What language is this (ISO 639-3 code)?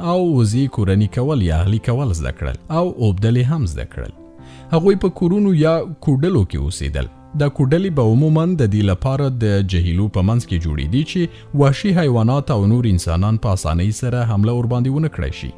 pus